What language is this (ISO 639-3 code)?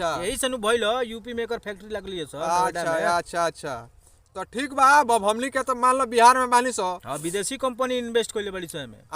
bho